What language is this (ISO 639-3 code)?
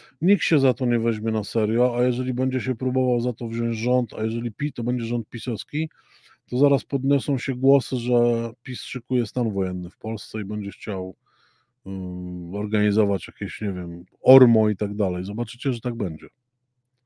pol